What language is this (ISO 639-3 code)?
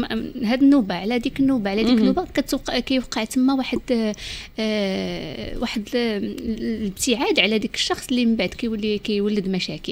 ary